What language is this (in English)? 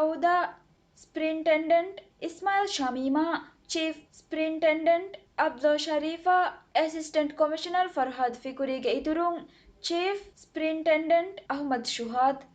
Divehi